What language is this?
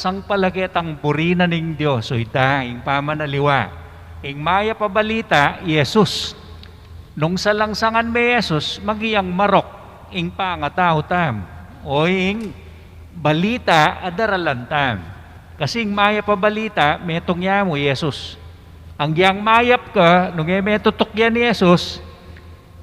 Pampanga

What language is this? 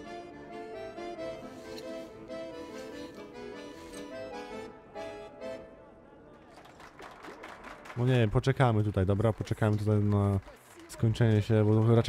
Polish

